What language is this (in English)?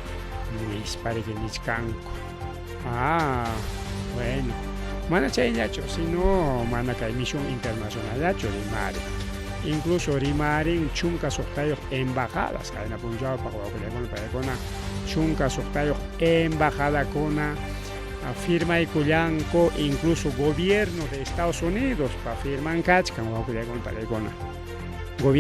Ayacucho Quechua